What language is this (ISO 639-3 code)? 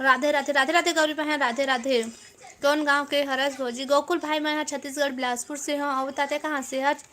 hne